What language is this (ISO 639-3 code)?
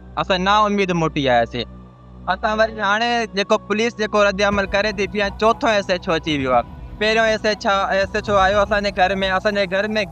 snd